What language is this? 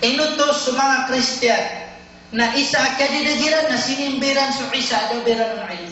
Maranao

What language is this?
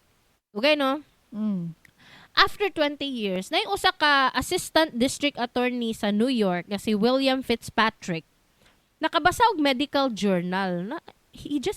Cebuano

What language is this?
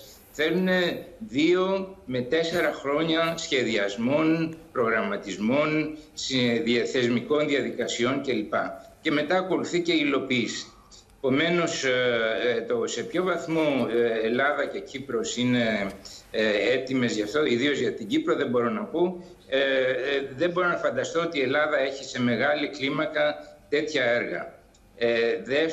Greek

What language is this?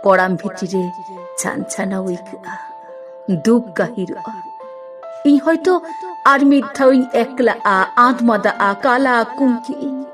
Santali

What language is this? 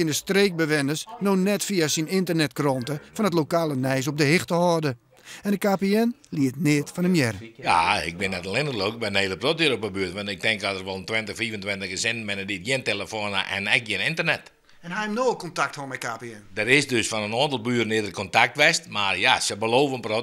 Western Frisian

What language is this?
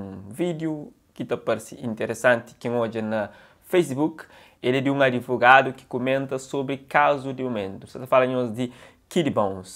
Kabuverdianu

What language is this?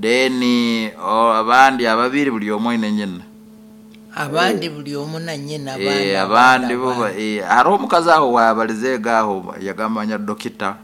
Nyankole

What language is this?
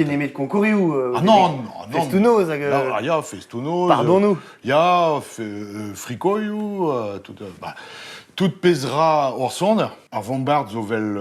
Breton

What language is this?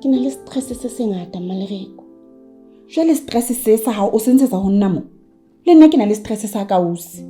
Southern Sotho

